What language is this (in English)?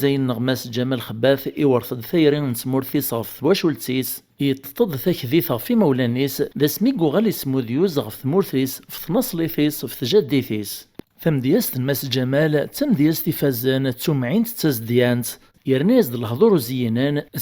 Kabyle